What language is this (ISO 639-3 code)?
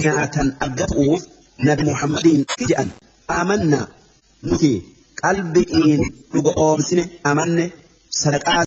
orm